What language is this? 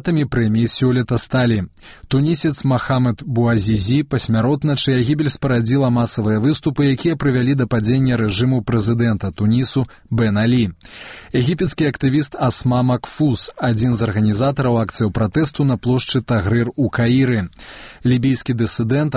Belarusian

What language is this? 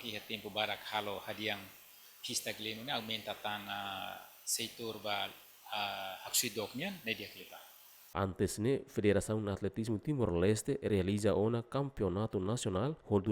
Tetum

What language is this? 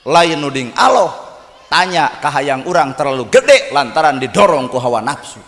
Sundanese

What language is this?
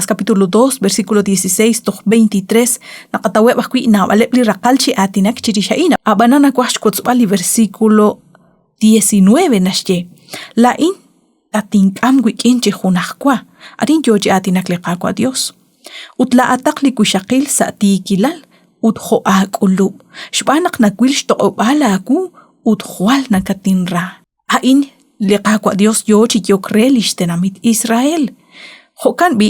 Kekchí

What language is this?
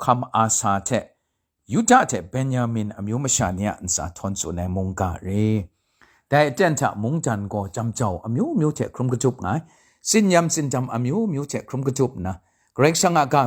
Kachin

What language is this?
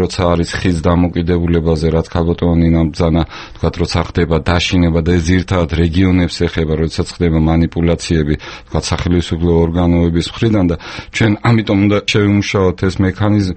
Georgian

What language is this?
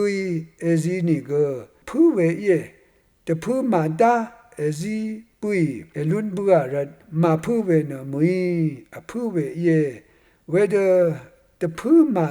Rawang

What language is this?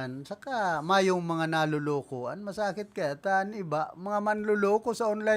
Bikol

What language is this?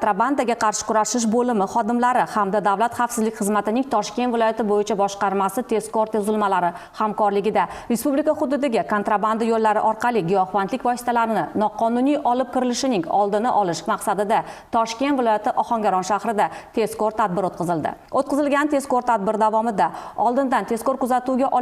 Uzbek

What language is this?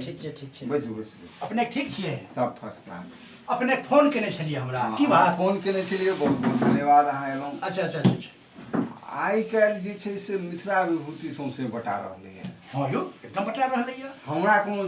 Maithili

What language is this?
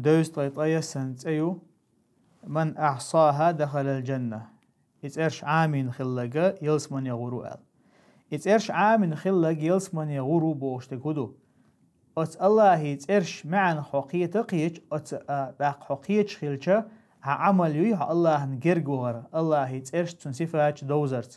Chechen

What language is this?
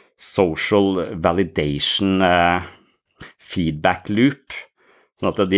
Norwegian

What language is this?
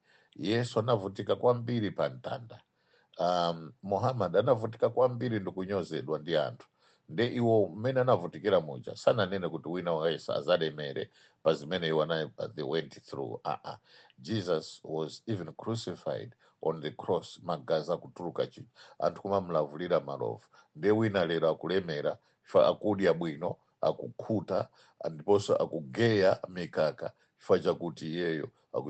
Nyanja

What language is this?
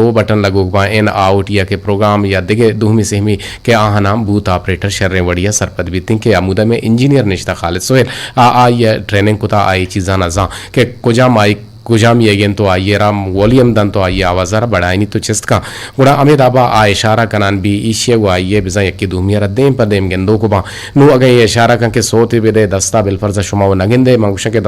Eastern Balochi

